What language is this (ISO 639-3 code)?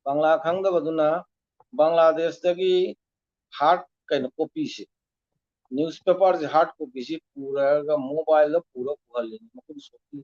mni